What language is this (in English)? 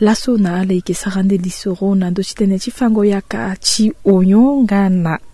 Sango